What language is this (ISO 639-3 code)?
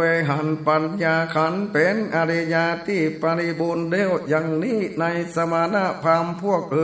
nod